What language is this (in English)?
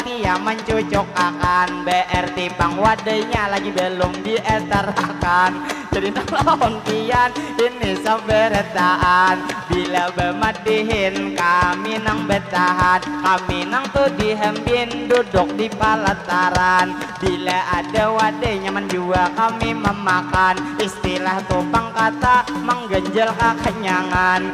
Banjar